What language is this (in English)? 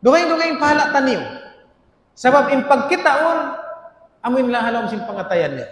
Tausug